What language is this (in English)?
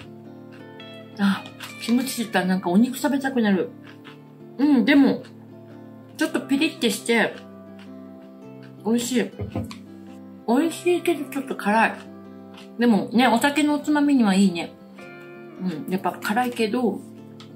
Japanese